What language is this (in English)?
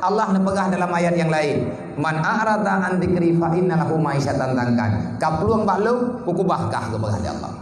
Achinese